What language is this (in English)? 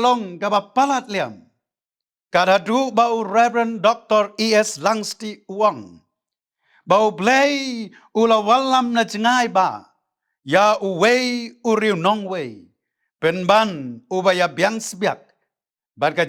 Khasi